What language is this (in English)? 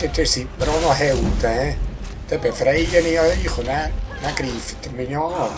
Swiss German